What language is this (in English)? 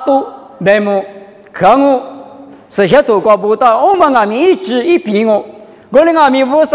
Lisu